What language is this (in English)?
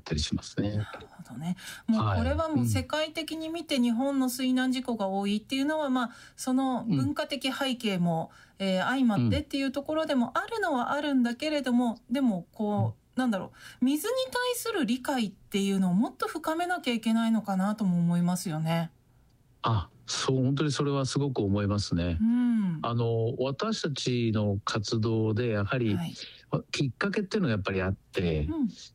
Japanese